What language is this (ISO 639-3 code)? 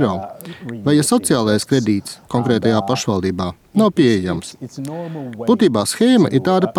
lav